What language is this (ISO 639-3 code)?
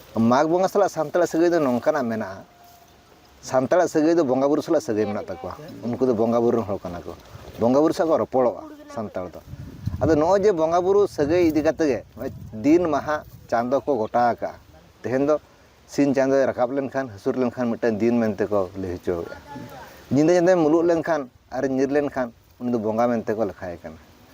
sat